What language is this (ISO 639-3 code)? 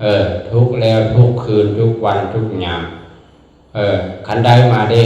lao